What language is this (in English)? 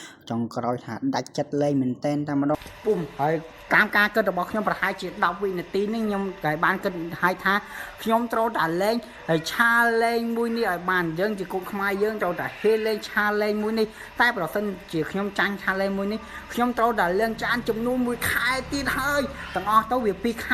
Khmer